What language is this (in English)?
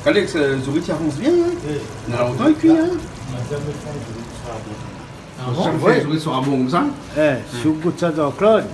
Réunion Creole French